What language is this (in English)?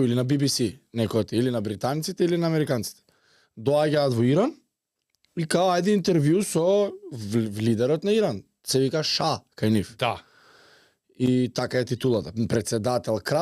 Macedonian